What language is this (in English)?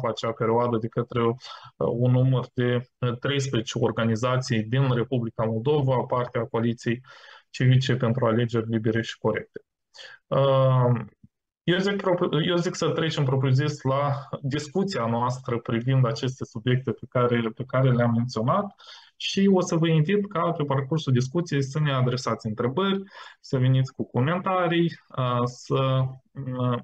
Romanian